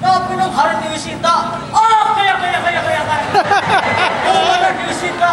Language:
Banjar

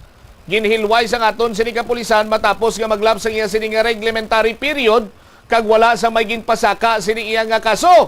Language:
Hiligaynon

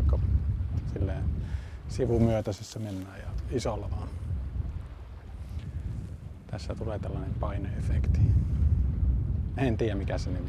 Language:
Finnish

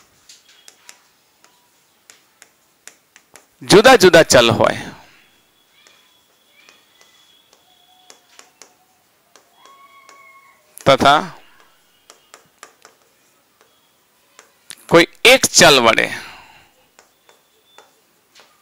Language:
Gujarati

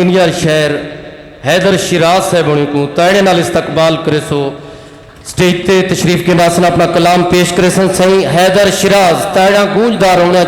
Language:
Saraiki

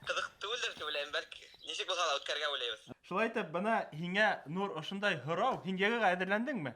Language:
Bashkir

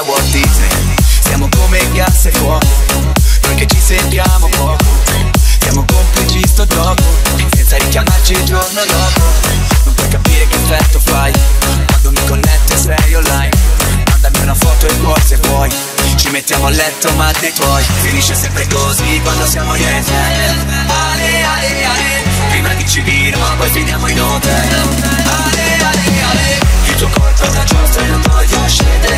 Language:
Italian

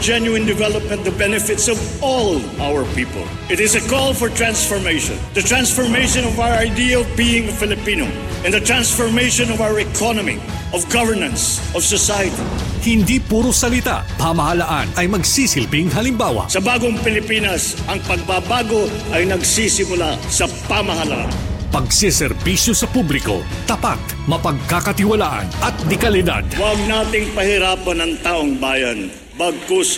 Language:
Filipino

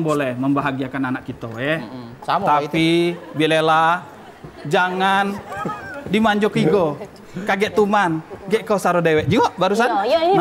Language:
Musi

